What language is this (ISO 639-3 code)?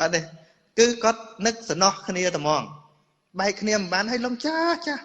khm